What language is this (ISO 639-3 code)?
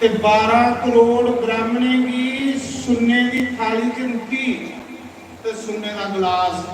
doi